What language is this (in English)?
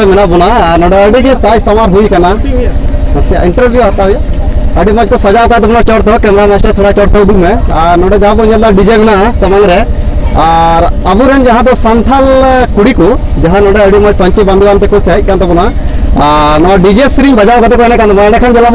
Santali